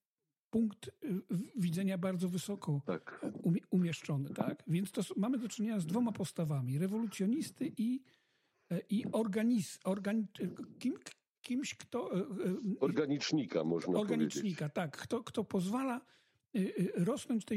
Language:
Polish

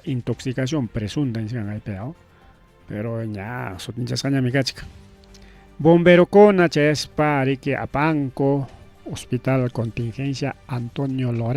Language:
Ayacucho Quechua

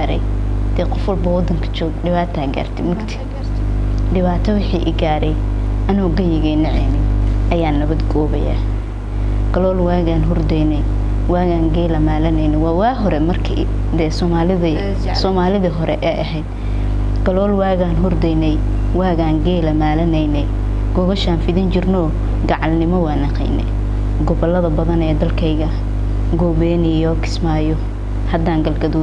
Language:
Somali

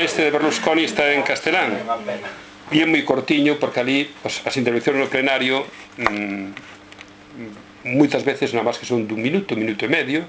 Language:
Galician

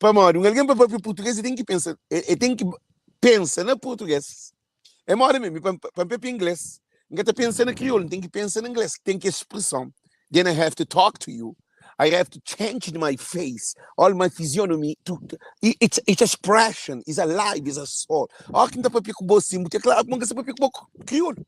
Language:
Kabuverdianu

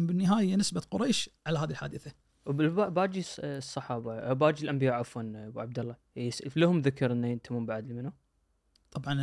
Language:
Najdi Arabic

